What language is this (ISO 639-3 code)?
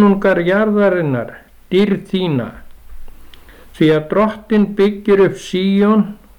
isl